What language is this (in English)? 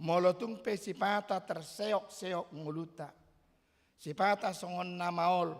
Batak Toba